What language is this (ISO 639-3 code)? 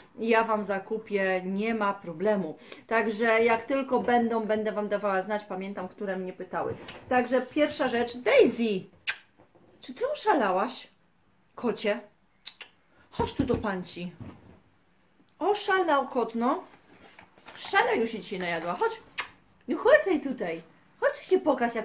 pol